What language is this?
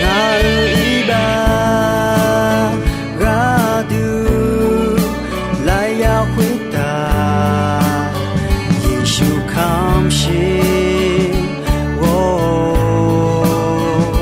Akha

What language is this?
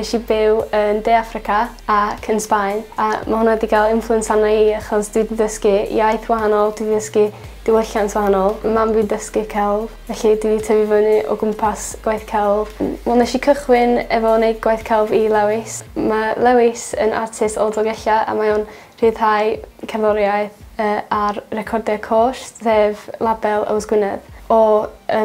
Welsh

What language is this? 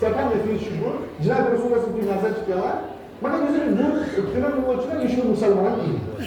Kashmiri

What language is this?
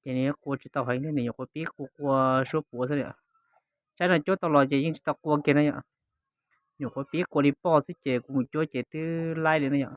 Hmong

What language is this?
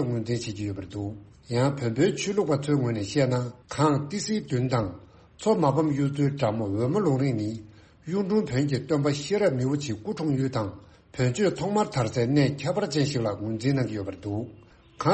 Tibetan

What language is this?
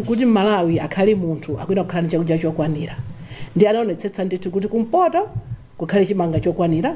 Nyanja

